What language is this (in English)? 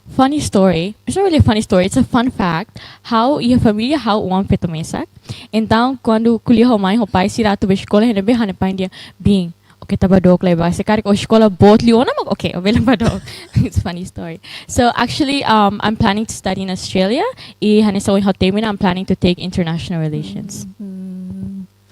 Tetum